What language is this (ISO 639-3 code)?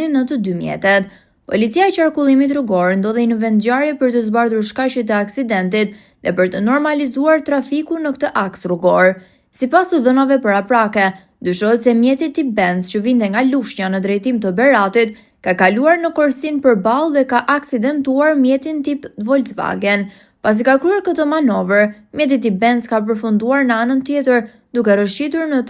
sqi